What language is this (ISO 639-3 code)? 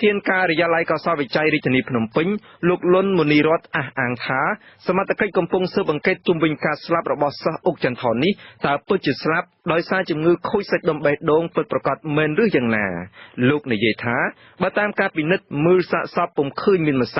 khm